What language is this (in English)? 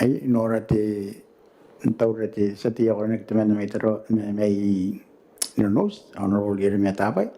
Gilbertese